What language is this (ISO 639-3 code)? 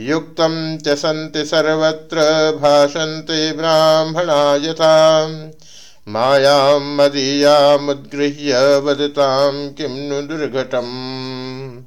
san